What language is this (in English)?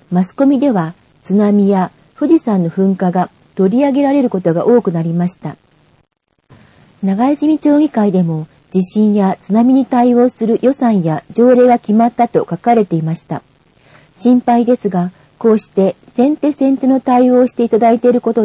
Japanese